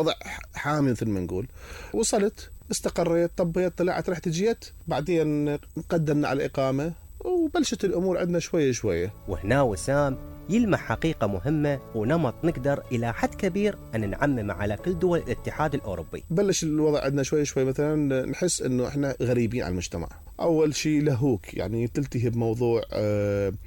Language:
Mesopotamian Arabic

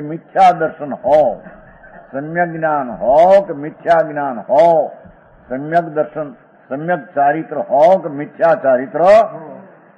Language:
Gujarati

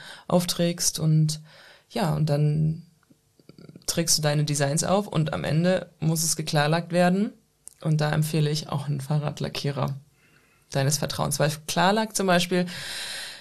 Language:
German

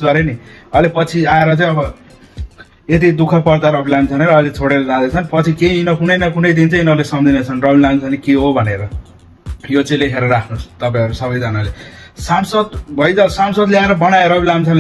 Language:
Nepali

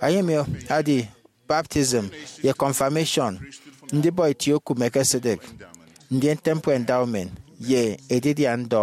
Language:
Efik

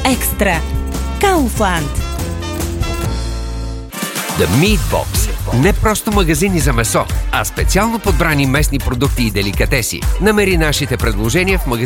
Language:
Bulgarian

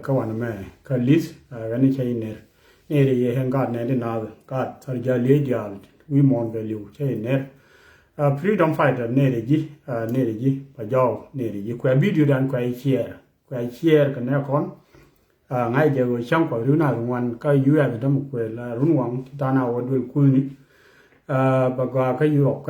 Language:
Nuer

